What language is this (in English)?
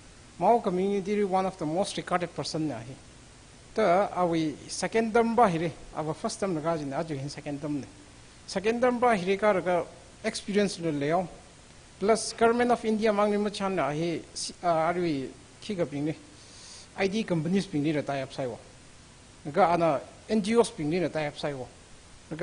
Tangkhul Naga (India)